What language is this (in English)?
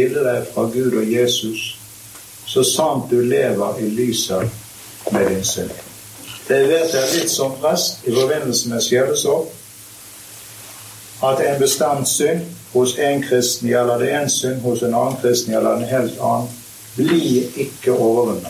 Norwegian